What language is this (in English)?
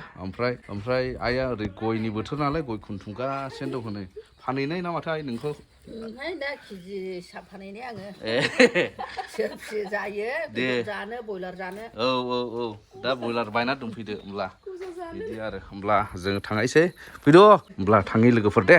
Bodo